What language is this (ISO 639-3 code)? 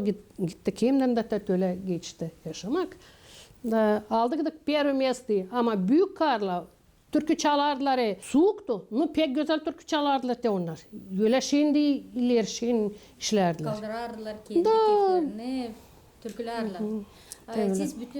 gag